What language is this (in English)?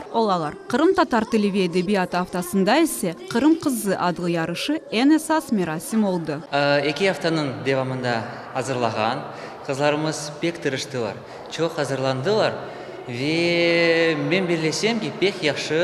Crimean Tatar